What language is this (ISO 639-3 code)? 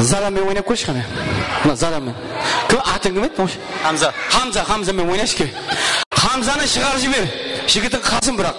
kaa